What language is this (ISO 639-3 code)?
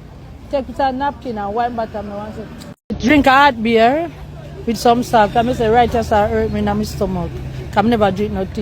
jam